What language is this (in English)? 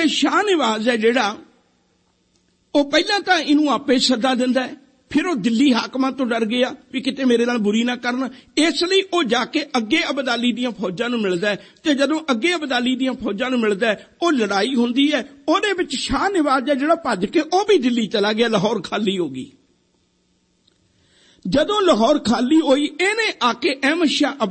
Punjabi